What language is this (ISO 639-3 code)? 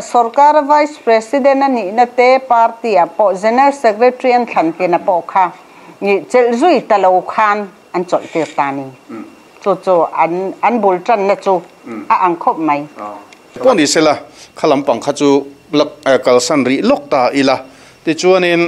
lus